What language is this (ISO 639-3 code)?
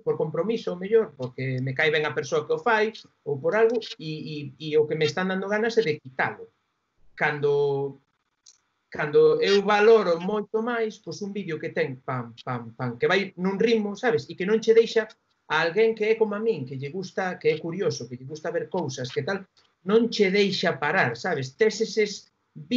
glg